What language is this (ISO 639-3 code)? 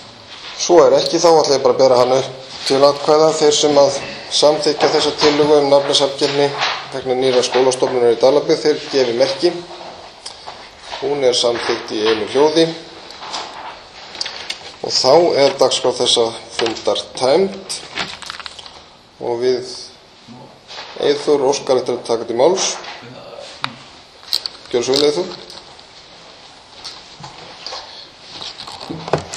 isl